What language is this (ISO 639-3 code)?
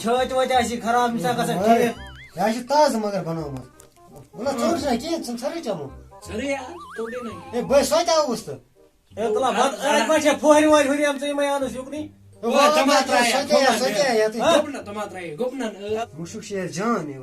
kas